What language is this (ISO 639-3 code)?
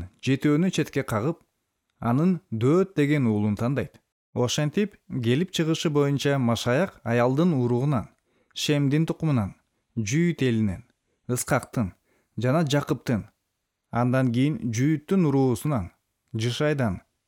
kir